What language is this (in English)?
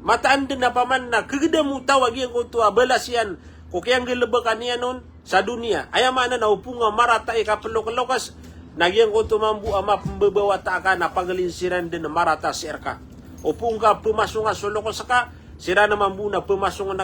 Maranao